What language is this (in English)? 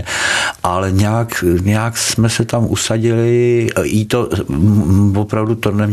Czech